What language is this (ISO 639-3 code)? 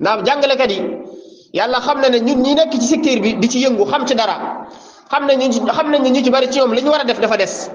wol